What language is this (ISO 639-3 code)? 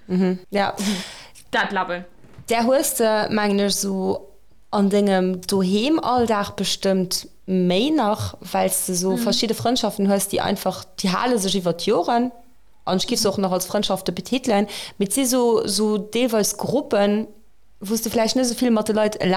ltz